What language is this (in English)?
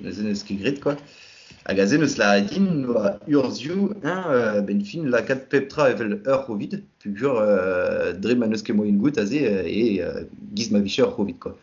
Breton